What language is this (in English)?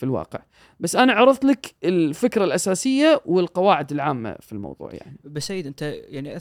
Gulf Arabic